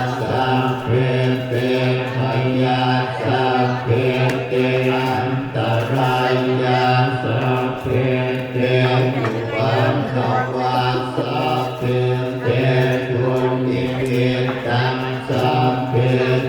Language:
Pali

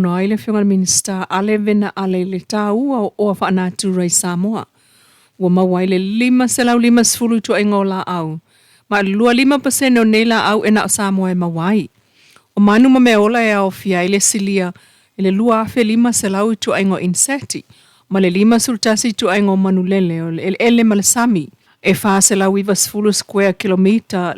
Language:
Samoan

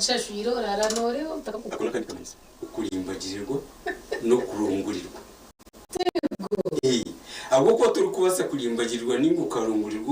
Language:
Nyankole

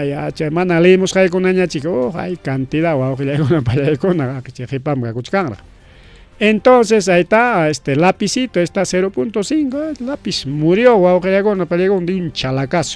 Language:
Ayacucho Quechua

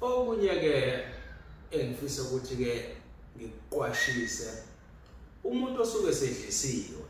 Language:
Zulu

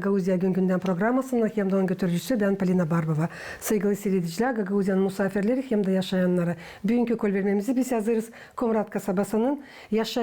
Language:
Gagauz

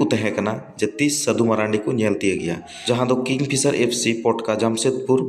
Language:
Santali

